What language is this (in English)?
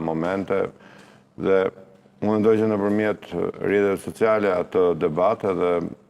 Albanian